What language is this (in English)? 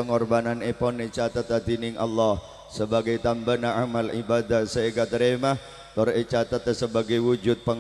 Madurese